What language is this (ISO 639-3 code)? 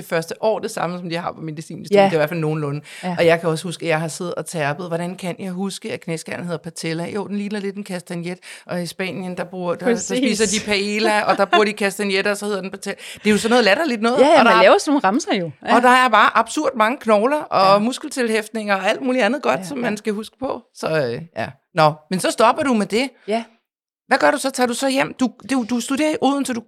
dan